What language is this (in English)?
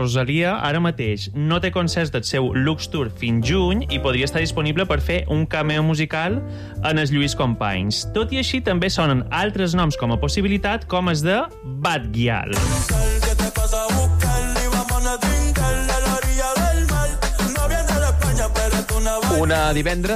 Catalan